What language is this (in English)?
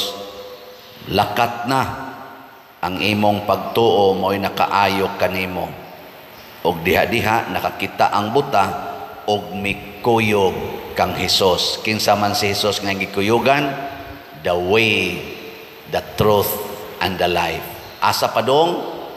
Cebuano